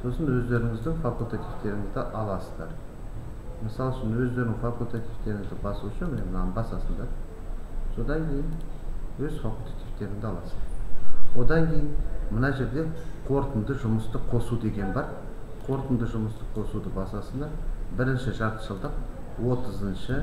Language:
Kazakh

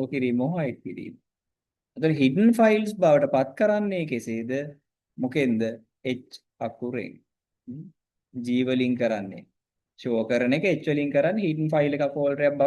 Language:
Sinhala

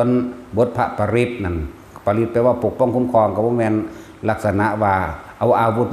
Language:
Northeastern Thai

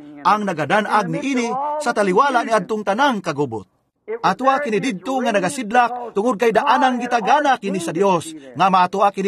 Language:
Cebuano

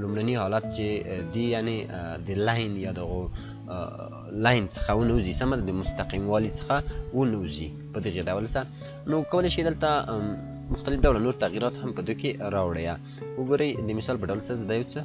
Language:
Pashto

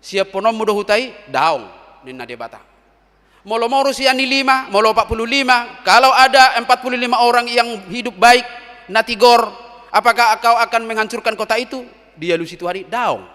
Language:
Batak Toba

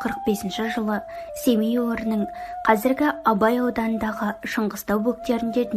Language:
Kazakh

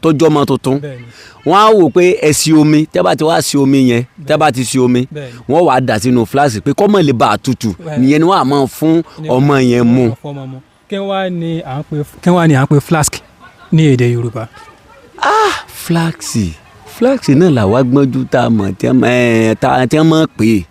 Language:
Yoruba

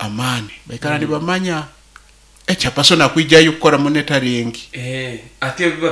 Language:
Nyoro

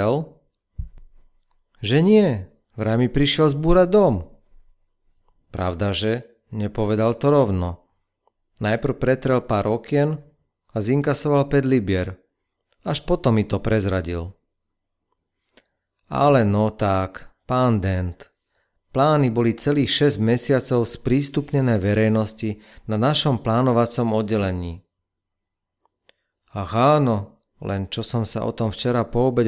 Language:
Slovak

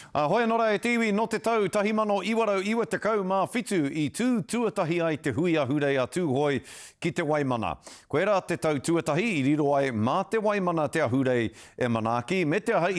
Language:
Māori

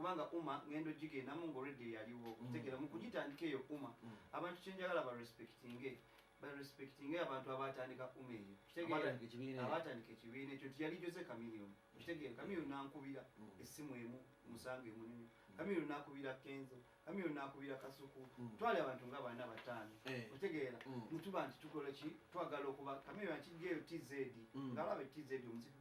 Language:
Ganda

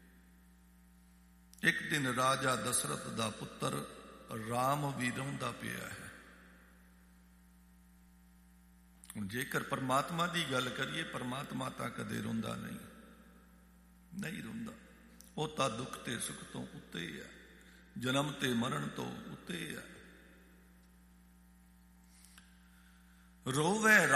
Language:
Punjabi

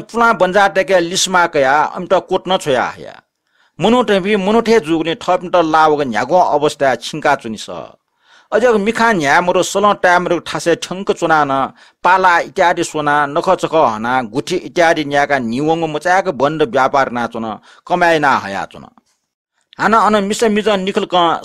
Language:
Newari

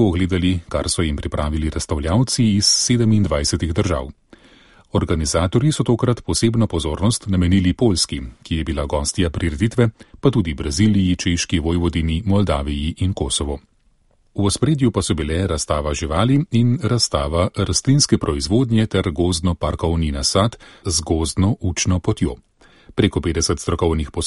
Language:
Slovenian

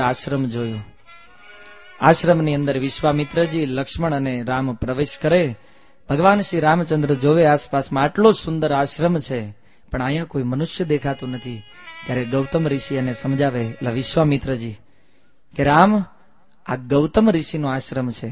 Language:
Gujarati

